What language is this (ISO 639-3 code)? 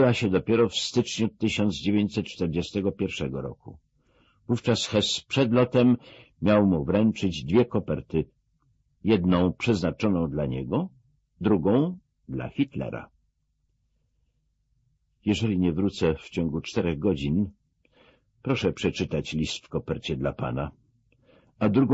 pol